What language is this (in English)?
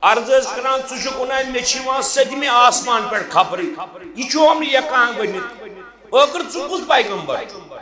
Kashmiri